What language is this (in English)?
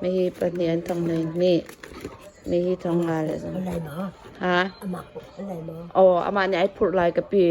Hakha Chin